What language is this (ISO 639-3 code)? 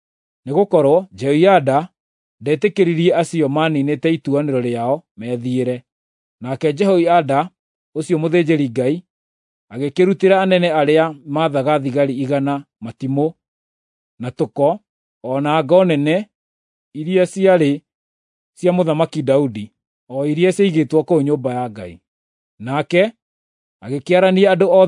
kik